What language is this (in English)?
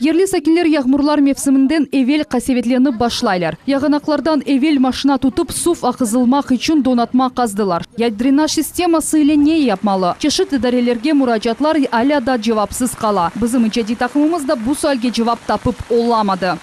Crimean Tatar